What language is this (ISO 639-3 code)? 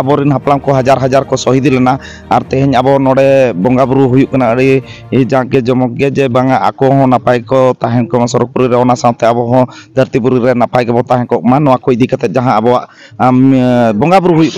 sat